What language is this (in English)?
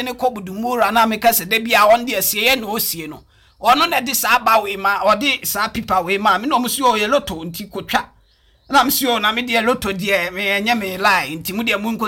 Akan